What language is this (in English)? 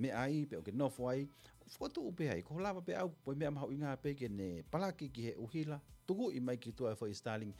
Tongan